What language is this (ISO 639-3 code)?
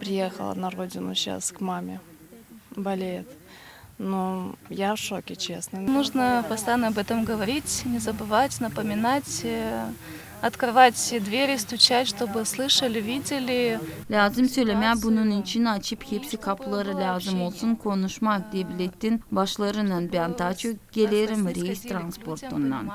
gag